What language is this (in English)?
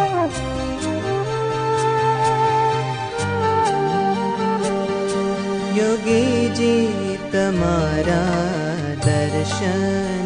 Gujarati